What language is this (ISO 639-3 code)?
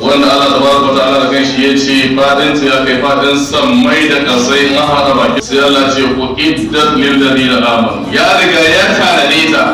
hau